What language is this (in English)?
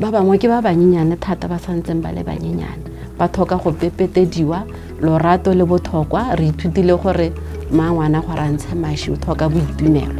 Tswana